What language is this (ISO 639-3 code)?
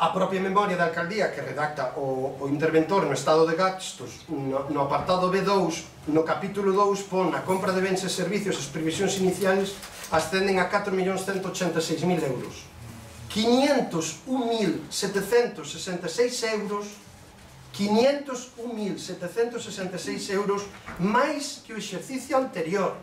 glg